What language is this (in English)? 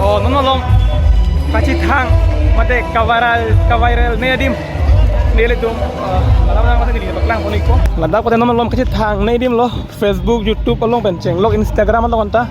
Karbi